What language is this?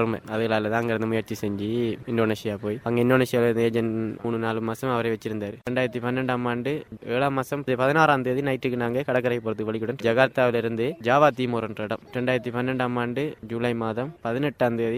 Tamil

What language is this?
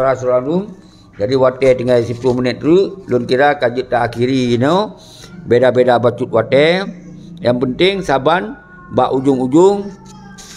Achinese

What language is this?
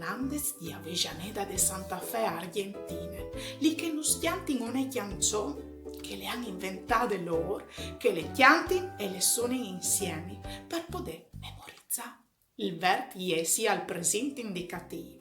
Friulian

